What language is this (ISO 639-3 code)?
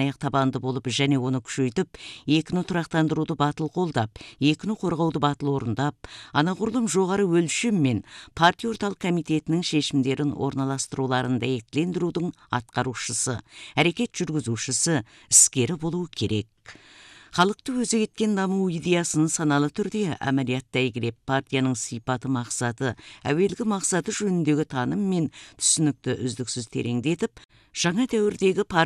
kaz